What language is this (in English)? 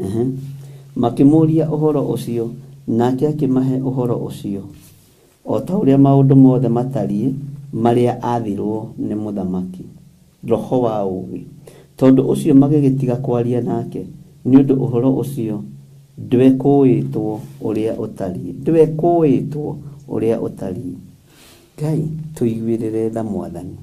Kikuyu